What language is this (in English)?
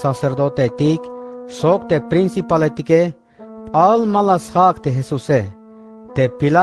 Tzeltal